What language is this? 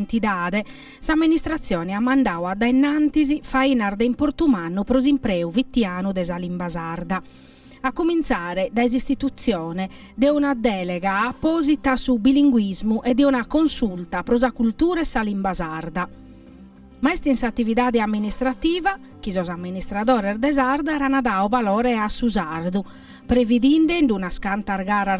Sardinian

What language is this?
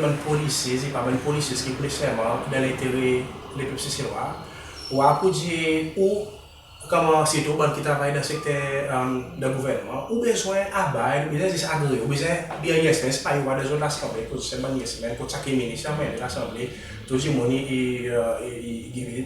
Seselwa Creole French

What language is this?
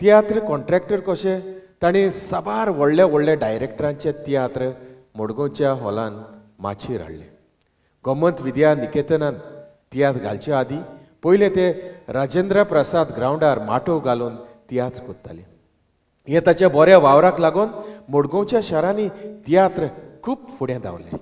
Konkani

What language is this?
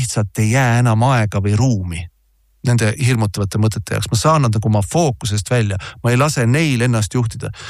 Estonian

